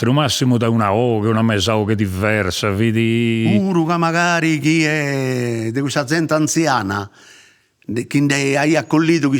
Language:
Sardinian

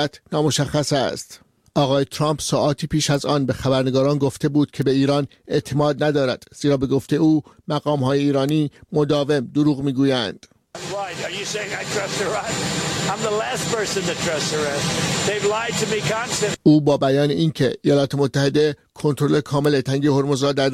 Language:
Persian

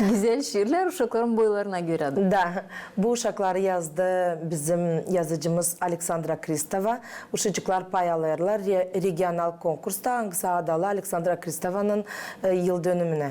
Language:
Gagauz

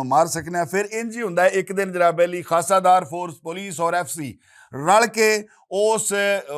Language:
Western Panjabi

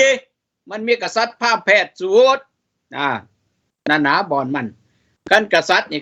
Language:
Lao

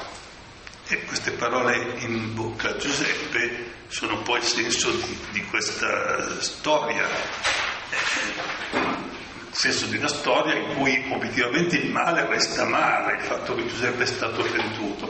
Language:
Italian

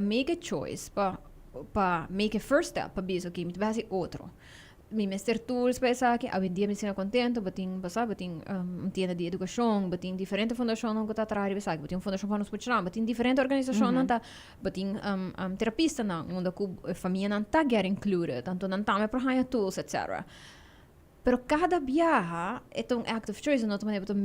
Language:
Papiamento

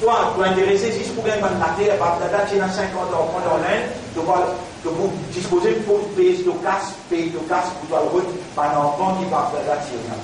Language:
Morisyen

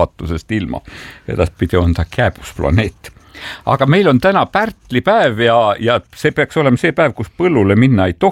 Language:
Estonian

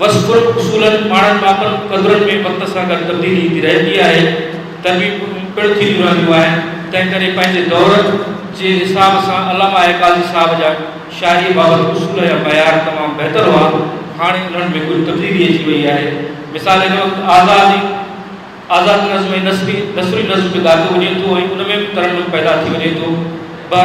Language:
Sindhi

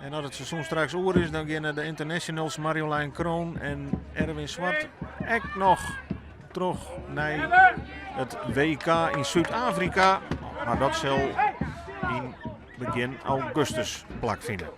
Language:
Western Frisian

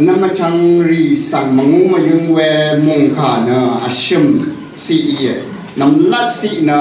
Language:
Rawang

